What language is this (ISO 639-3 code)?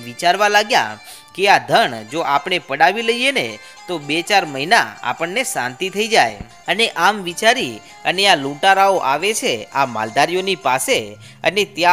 guj